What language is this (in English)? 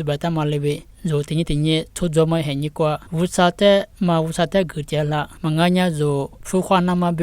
Lisu